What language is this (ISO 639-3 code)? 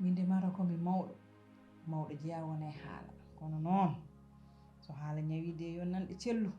ful